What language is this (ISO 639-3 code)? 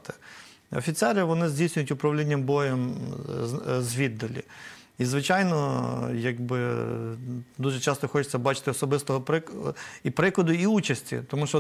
ukr